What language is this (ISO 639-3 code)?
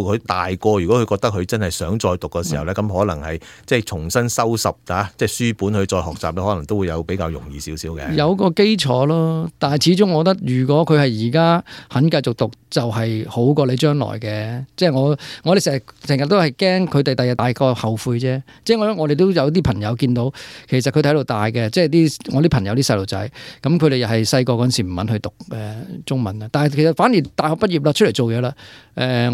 yue